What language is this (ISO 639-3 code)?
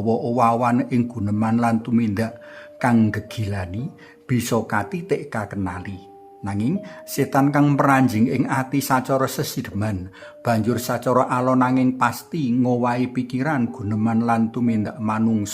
jav